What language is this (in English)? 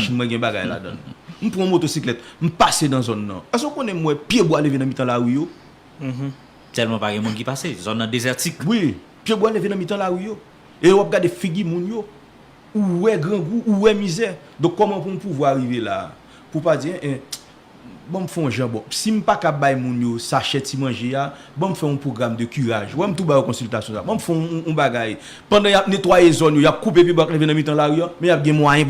Haitian Creole